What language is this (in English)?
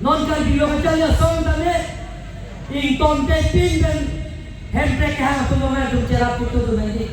Karbi